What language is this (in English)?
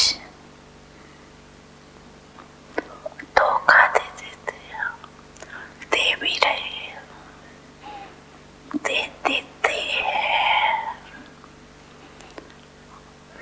Hindi